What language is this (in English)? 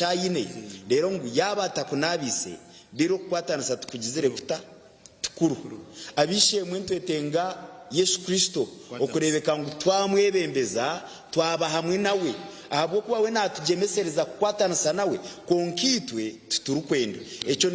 Nyankole